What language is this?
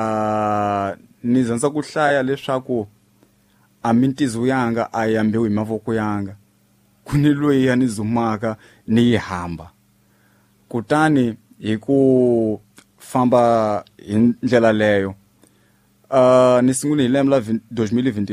Tsonga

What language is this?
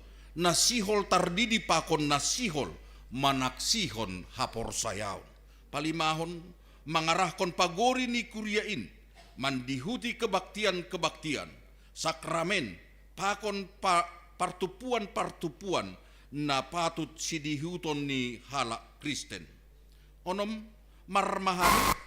Batak Simalungun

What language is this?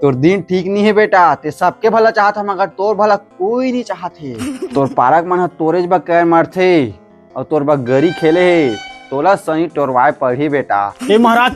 Chhattisgarhi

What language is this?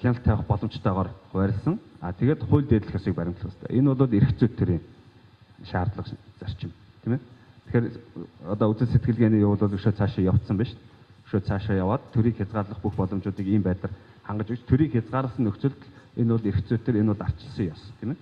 Mongolian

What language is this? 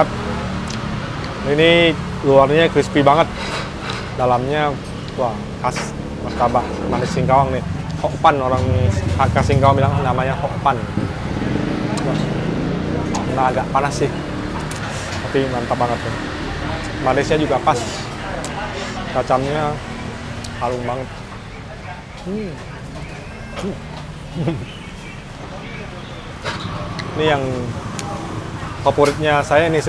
Indonesian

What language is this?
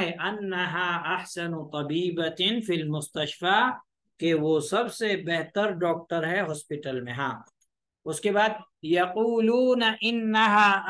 Urdu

